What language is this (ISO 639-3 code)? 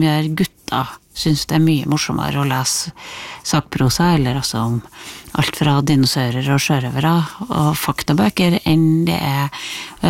nor